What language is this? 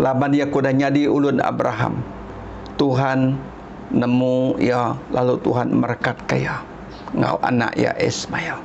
Iban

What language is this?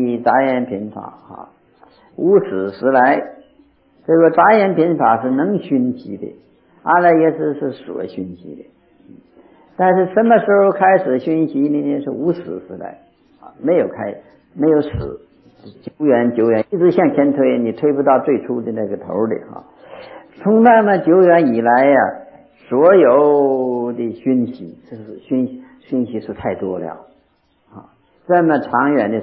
Chinese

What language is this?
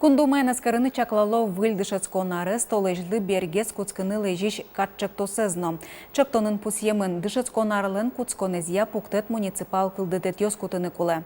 Udmurt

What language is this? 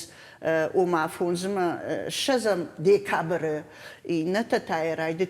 Ossetic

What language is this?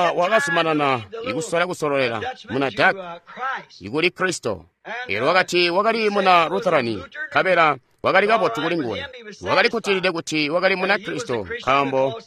Tonga (Zambia)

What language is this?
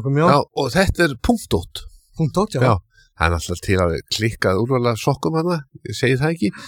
Icelandic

